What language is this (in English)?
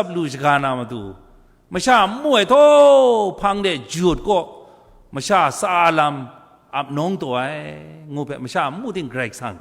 Kachin